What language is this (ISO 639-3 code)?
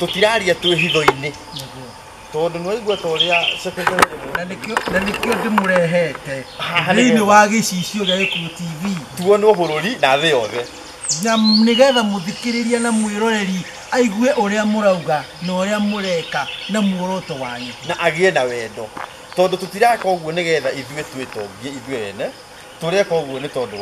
kik